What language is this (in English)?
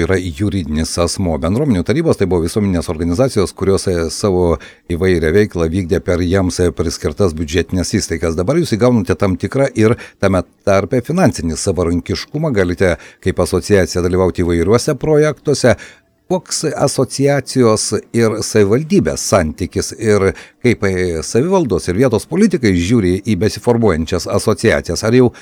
Lithuanian